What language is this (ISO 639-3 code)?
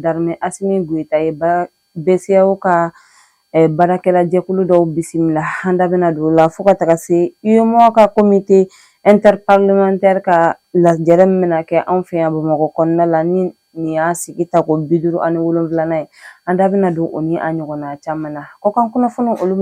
bam